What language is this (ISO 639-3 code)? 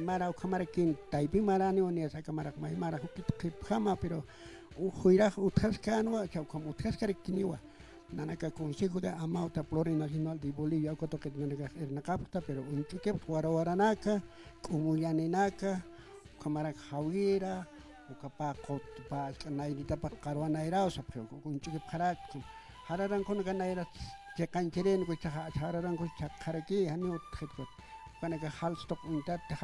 aym